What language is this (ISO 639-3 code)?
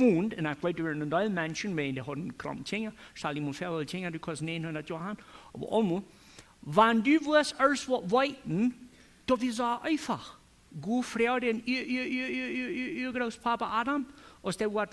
pdt